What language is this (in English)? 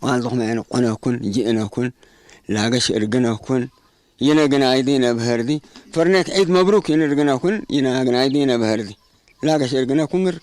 Tigre